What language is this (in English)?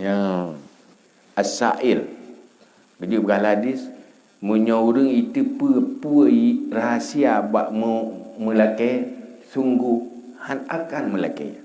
Achinese